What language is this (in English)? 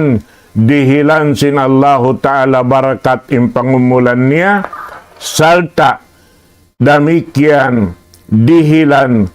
Tausug